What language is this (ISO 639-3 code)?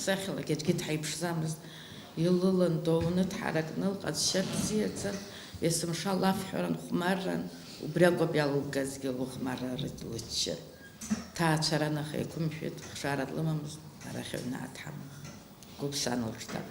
abk